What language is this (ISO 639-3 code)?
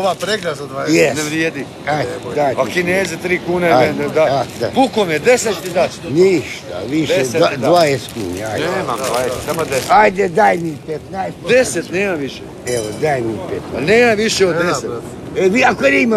hrv